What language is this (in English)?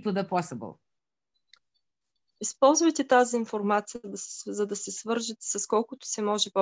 Bulgarian